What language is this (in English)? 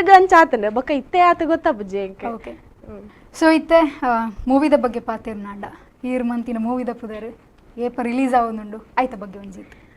Tulu